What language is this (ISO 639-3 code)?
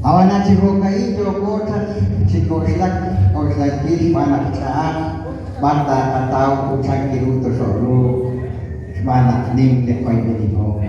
kek